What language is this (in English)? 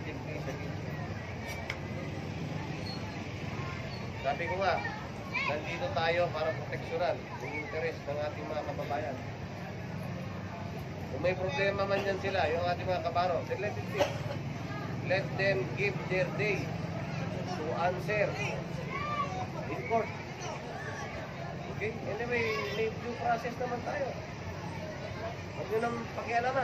Filipino